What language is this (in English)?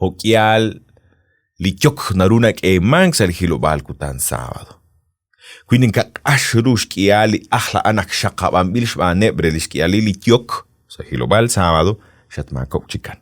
Kekchí